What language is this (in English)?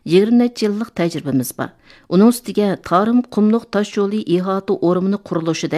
Uyghur